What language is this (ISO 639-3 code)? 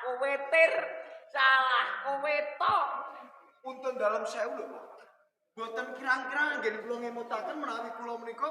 jav